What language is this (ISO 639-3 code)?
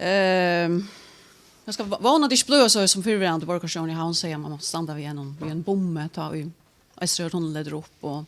fao